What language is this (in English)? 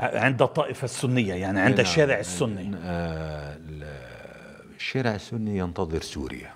North Levantine Arabic